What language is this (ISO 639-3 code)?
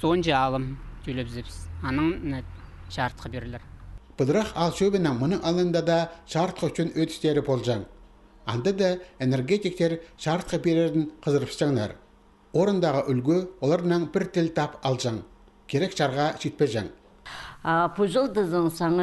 kjh